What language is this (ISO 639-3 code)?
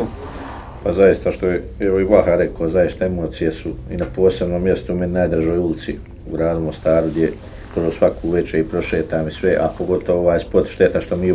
bos